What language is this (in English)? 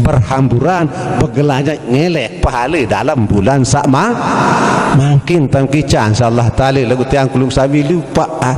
Sasak